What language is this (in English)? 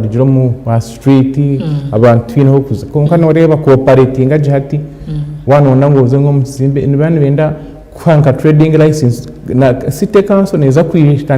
Nyankole